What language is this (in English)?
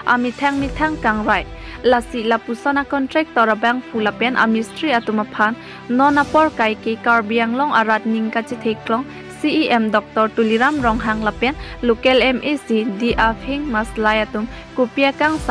Karbi